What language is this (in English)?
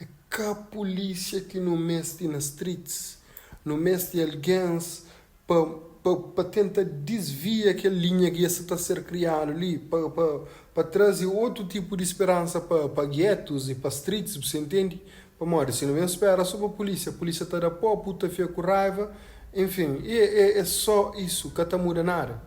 Kabuverdianu